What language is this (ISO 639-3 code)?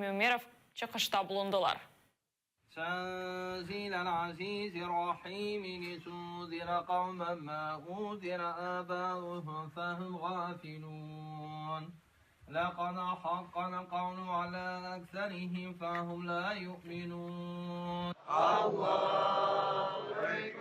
crh